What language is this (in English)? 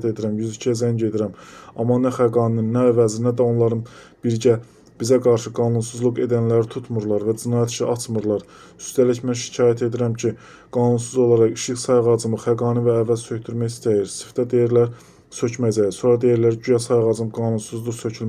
Azerbaijani